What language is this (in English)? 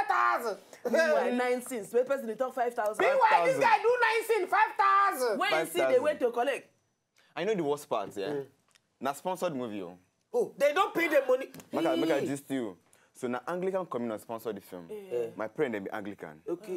Nigerian Pidgin